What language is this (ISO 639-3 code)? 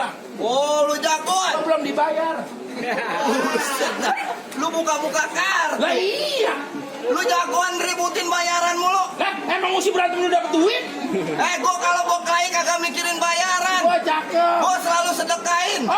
bew